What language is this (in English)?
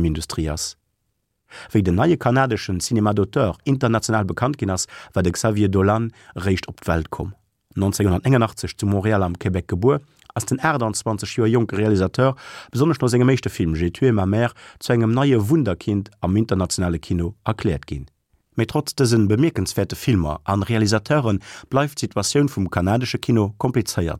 Luxembourgish